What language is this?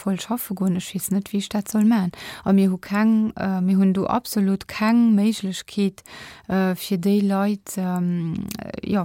Luxembourgish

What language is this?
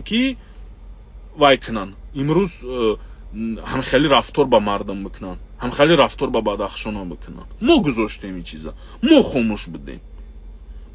Tajik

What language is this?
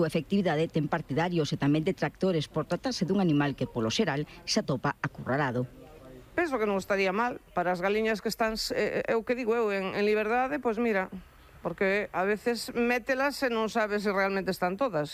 Galician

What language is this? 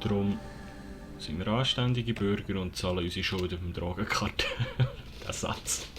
Swiss German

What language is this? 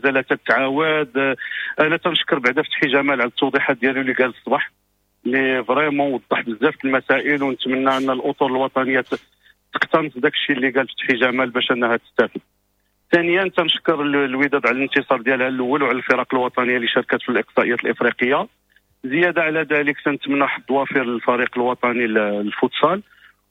Moroccan Arabic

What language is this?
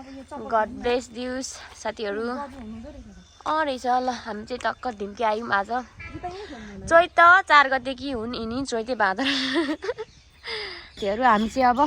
Nepali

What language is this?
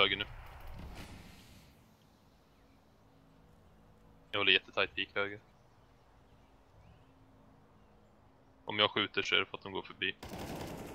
Swedish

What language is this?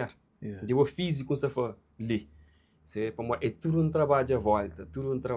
Kabuverdianu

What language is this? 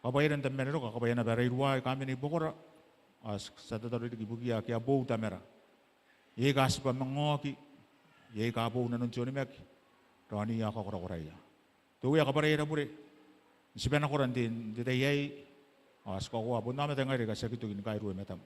Gilbertese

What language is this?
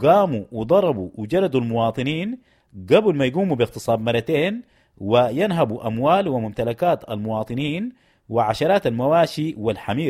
Sudanese Arabic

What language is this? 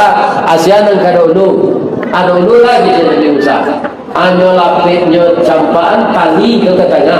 Minangkabau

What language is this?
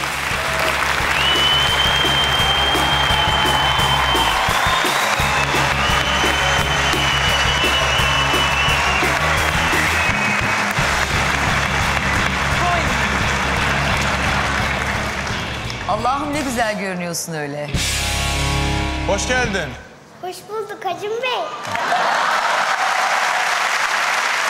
Turkish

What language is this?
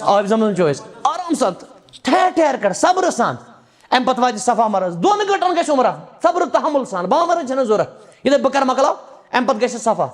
Kashmiri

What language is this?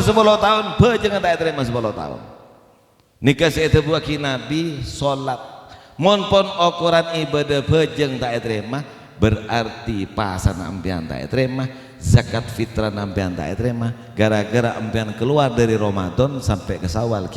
Madurese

